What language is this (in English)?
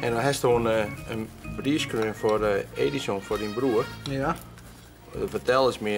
Western Frisian